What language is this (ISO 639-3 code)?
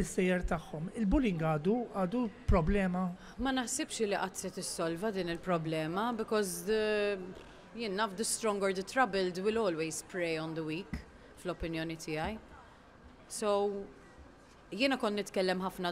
mlt